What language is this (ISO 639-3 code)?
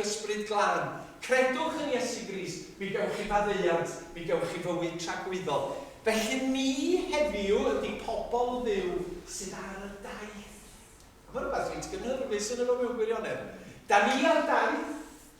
cym